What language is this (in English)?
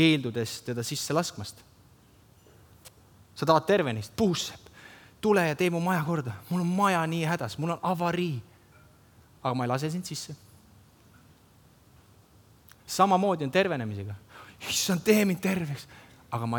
Estonian